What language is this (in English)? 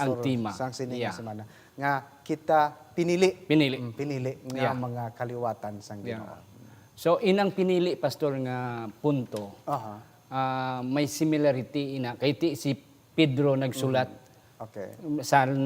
Hiligaynon